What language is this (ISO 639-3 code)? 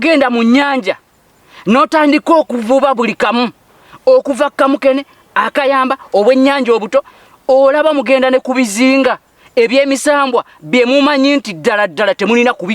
lug